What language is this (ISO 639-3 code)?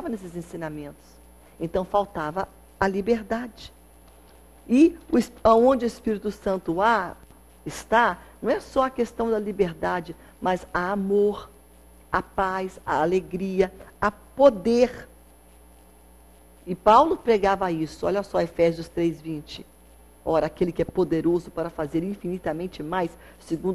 por